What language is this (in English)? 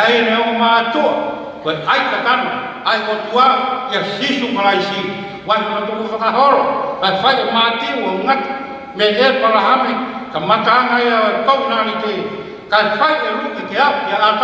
Tongan